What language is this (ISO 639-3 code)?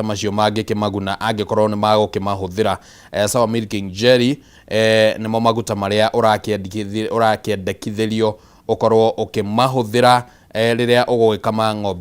kik